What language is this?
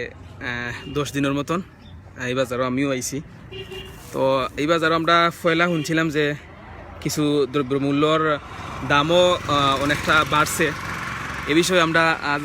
Sylheti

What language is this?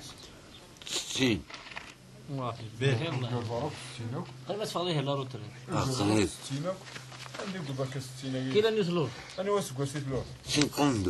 Kabyle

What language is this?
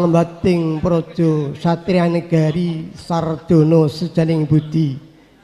Javanese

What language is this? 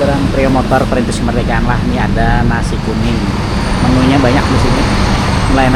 Banjar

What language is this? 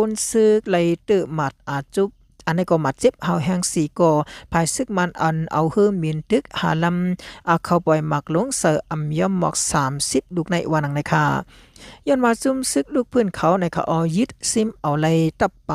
Shan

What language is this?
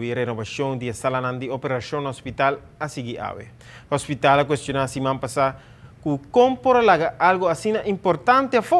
Papiamento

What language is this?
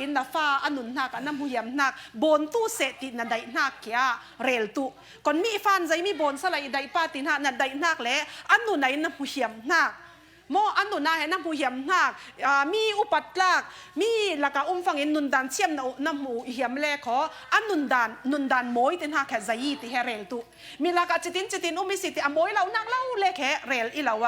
Falam Chin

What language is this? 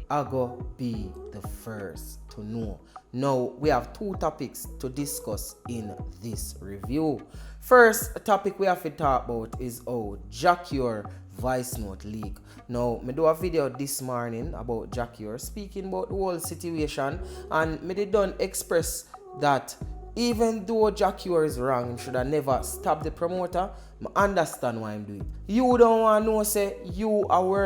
Jamaican Creole English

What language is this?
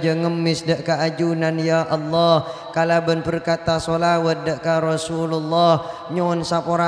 Madurese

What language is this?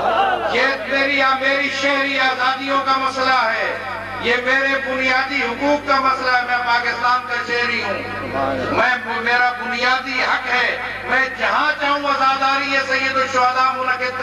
Urdu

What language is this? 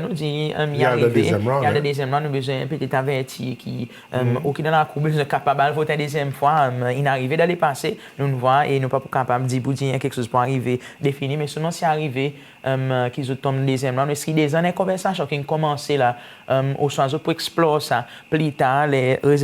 Seselwa Creole French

